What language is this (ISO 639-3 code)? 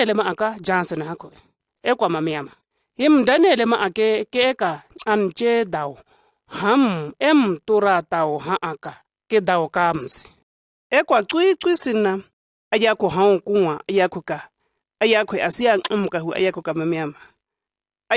shg